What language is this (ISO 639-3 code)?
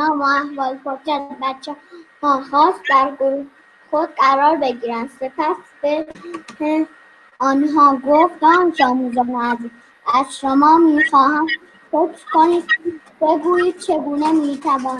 fas